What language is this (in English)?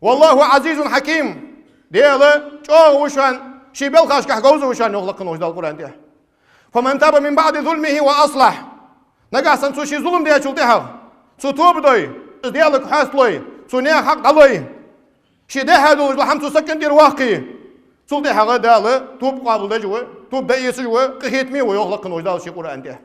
Ingush